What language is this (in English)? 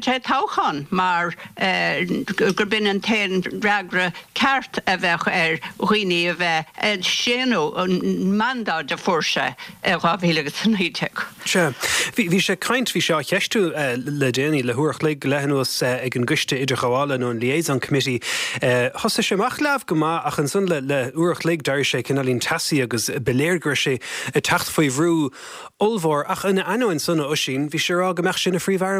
Irish